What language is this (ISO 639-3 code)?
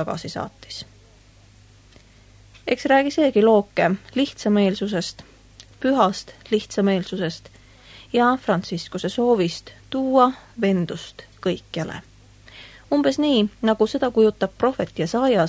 est